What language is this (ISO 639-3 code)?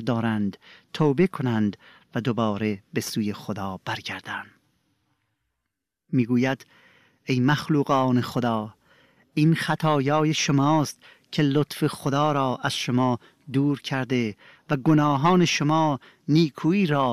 fas